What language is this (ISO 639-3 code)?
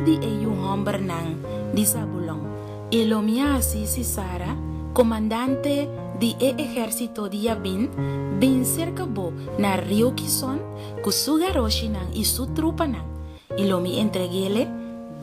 pap